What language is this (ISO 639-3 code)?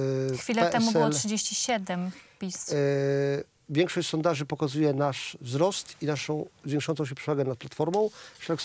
pol